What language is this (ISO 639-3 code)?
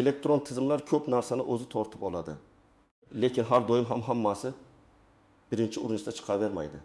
uzb